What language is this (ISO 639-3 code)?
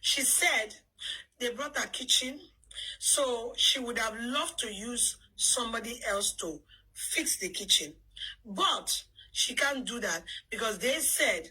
pcm